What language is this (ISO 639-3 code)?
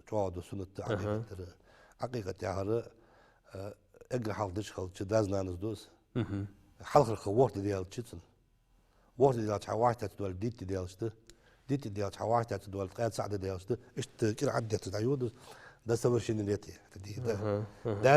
inh